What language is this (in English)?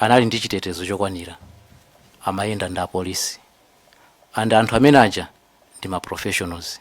Nyanja